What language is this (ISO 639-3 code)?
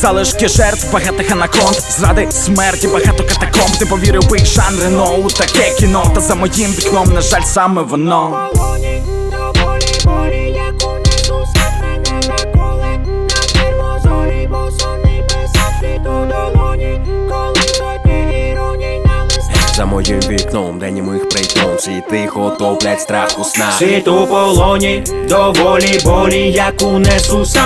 ukr